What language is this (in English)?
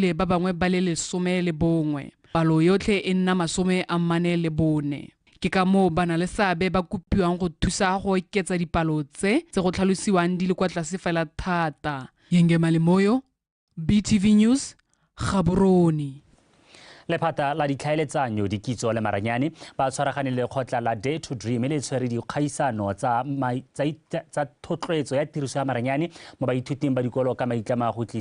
Tswana